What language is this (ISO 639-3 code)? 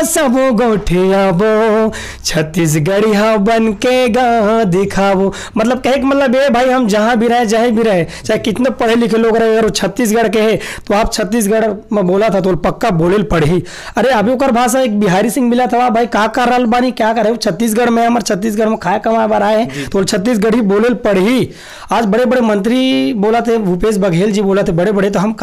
hne